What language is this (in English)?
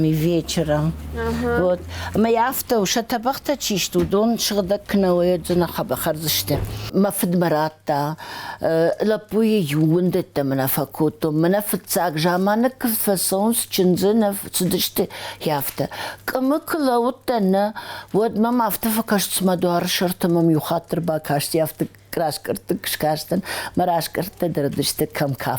Ossetic